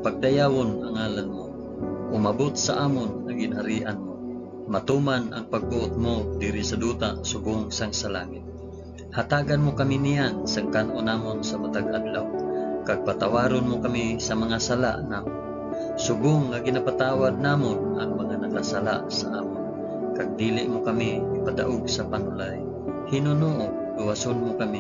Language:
Hiligaynon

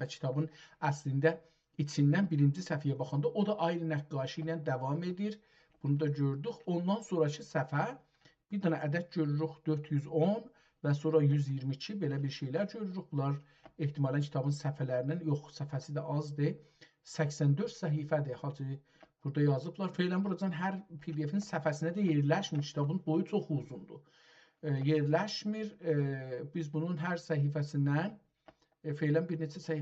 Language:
South Azerbaijani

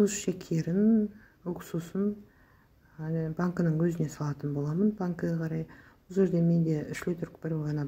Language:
Kazakh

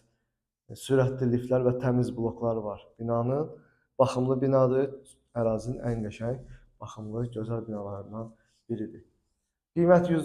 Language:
Azerbaijani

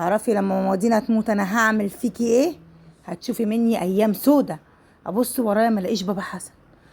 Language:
Egyptian Arabic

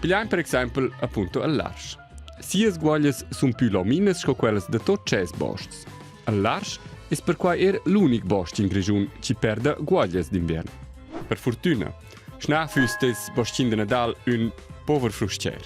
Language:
Romansh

